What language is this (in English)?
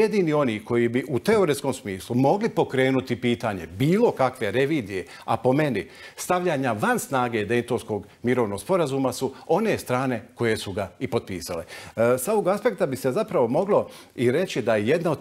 Bosnian